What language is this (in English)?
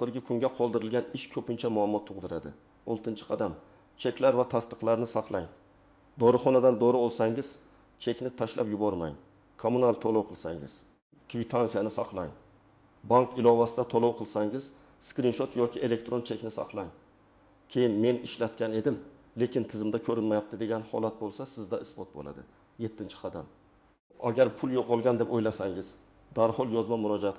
Uzbek